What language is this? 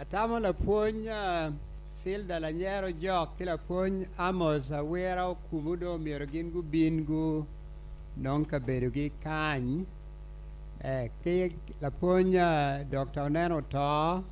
Acoli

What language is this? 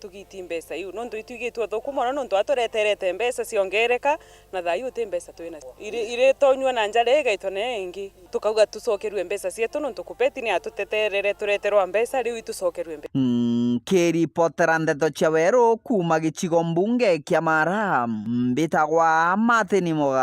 Meru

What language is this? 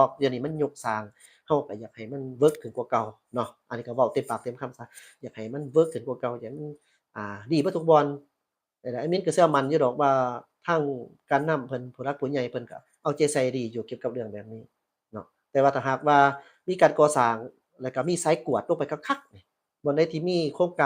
Lao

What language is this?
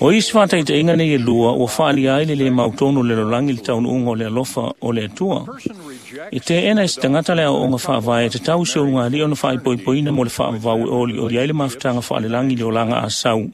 Samoan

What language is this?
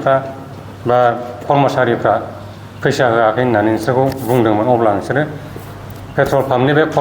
Bodo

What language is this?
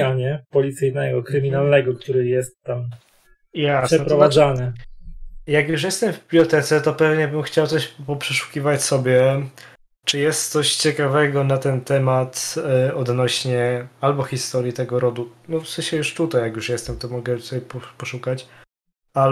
Polish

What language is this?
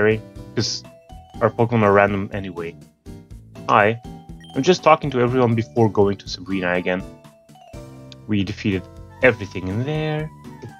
English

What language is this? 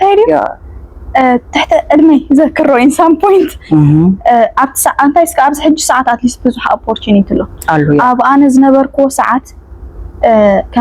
Tigrinya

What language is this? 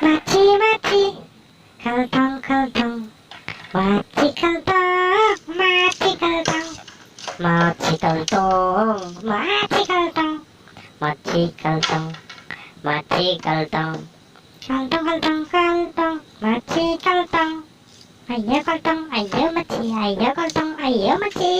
Garo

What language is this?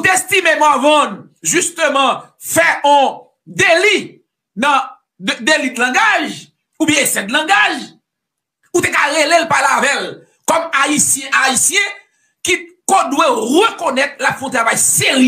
Haitian Creole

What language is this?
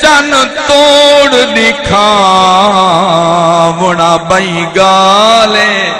Saraiki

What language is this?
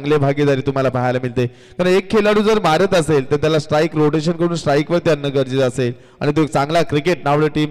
Marathi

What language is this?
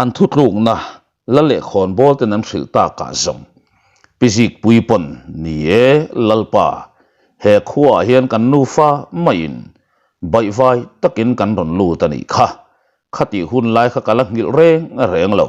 Mizo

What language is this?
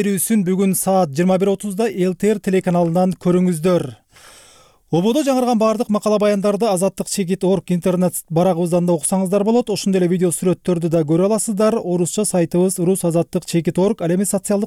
Kyrgyz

